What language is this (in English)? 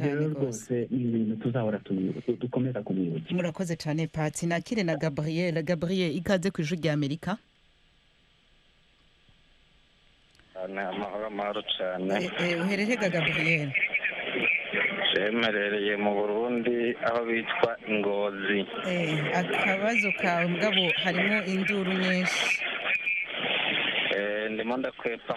Kinyarwanda